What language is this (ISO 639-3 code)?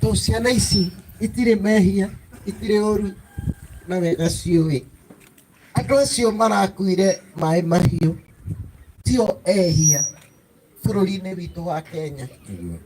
kik